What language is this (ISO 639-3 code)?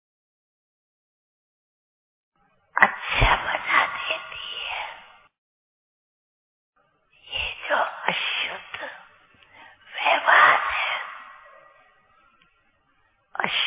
hin